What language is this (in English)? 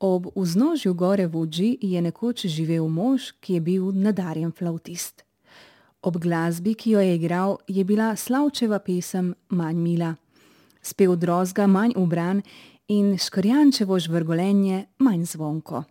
Slovenian